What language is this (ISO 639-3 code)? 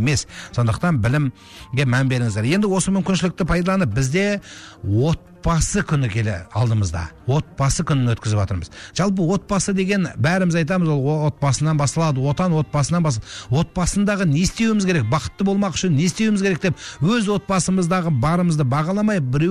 kaz